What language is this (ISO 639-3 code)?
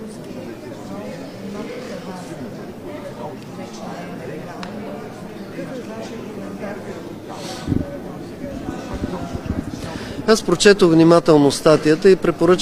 bul